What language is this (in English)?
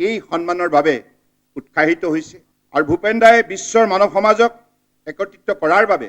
Assamese